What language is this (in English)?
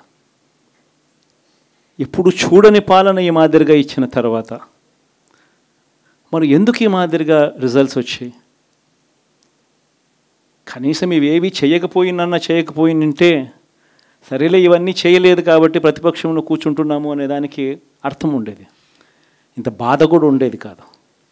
Telugu